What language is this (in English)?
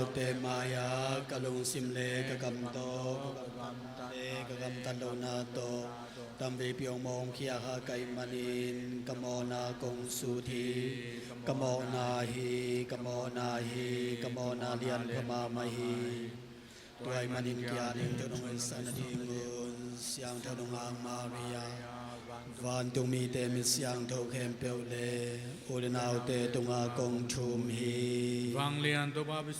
Tedim Chin